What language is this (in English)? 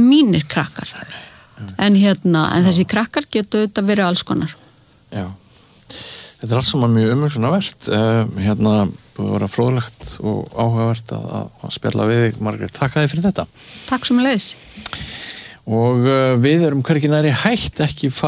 Icelandic